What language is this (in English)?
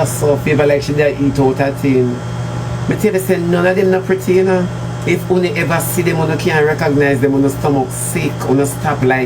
Jamaican Creole English